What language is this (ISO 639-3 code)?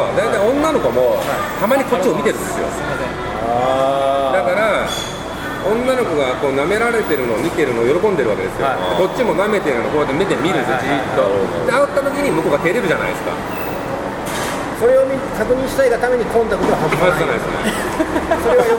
jpn